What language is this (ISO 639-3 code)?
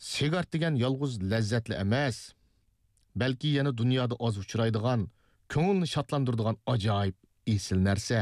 uig